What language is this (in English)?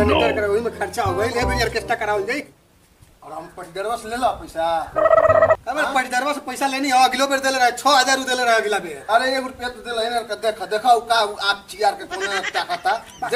Bhojpuri